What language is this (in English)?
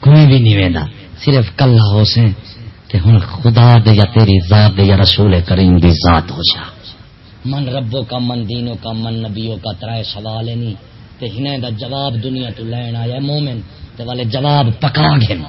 Saraiki